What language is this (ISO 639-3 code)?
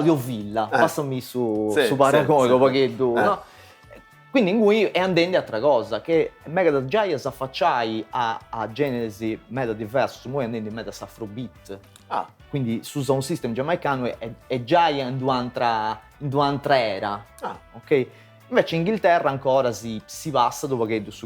srd